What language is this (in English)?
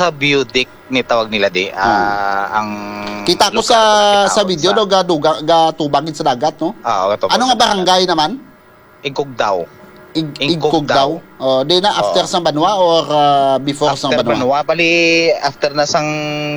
Hiligaynon